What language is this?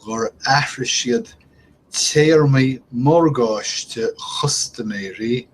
Irish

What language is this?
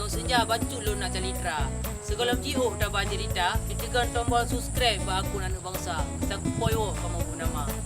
Achinese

